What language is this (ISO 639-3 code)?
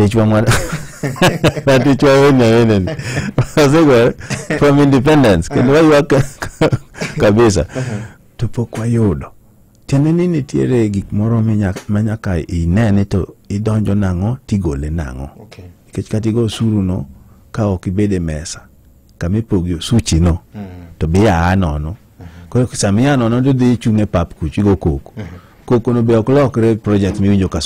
luo